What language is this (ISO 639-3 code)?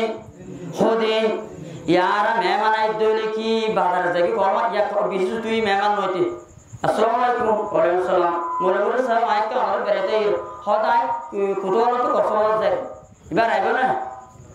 rhg